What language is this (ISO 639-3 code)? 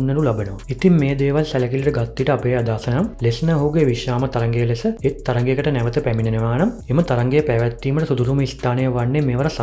sin